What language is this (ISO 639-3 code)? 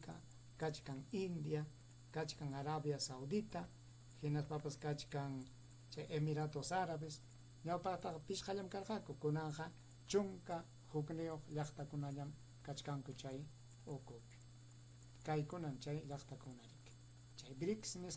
quy